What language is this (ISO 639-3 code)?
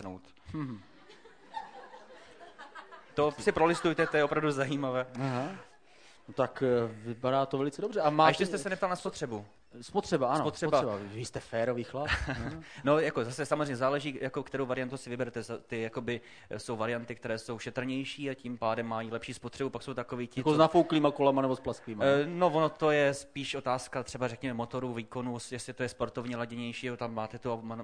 ces